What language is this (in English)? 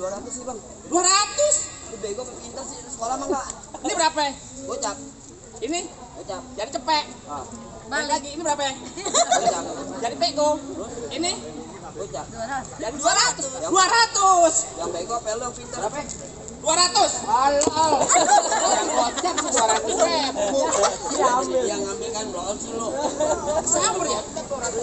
Betawi